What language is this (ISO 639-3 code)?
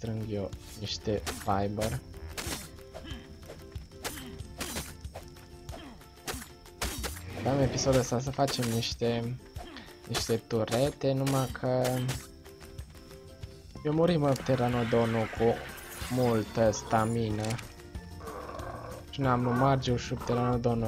ron